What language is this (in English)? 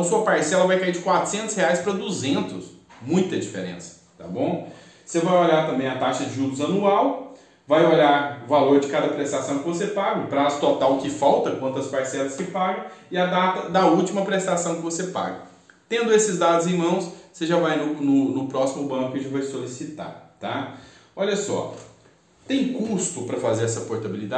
Portuguese